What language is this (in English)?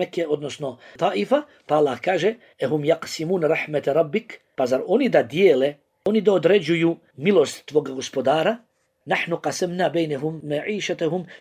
Bosnian